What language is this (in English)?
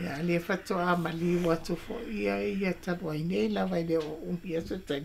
Samoan